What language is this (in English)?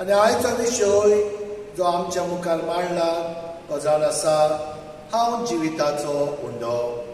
Konkani